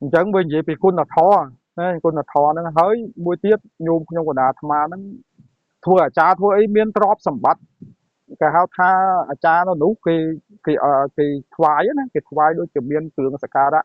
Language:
Khmer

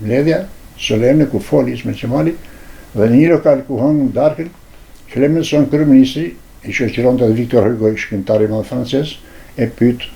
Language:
Albanian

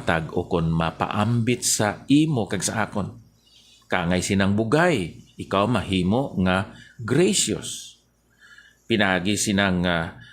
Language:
Hiligaynon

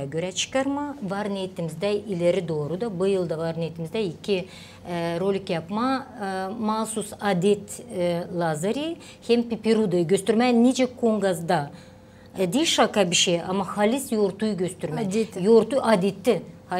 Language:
Gagauz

